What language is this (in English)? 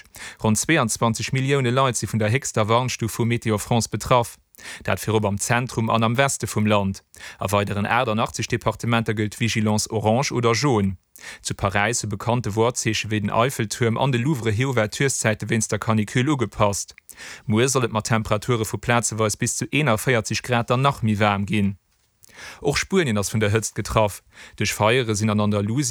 Luxembourgish